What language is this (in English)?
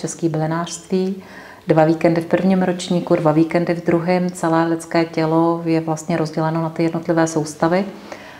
Czech